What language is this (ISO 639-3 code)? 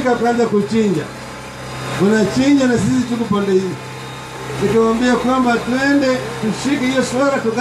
swa